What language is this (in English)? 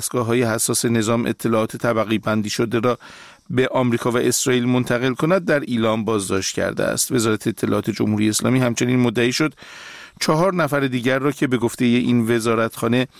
Persian